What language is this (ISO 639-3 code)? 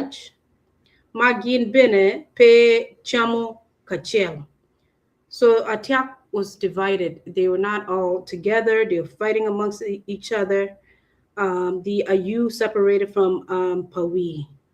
ach